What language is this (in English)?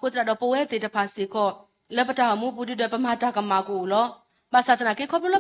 S'gaw Karen